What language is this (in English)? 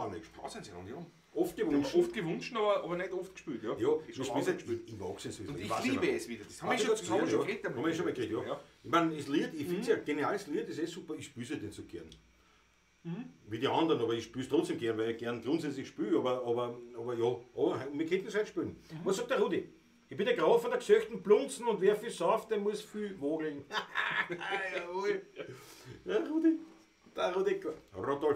Bavarian